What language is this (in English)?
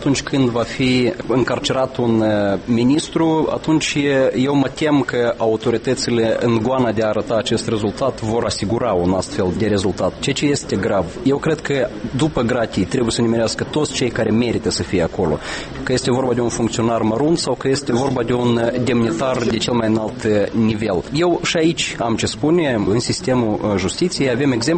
Romanian